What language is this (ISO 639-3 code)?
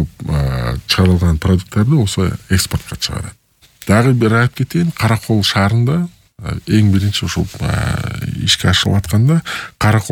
kir